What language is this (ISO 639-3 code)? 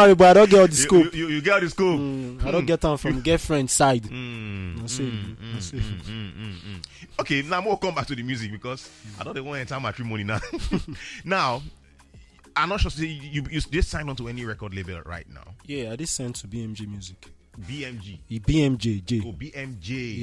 pcm